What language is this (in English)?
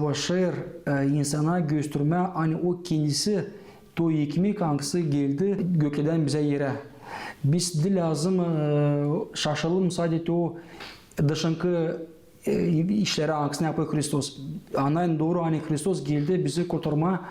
Gagauz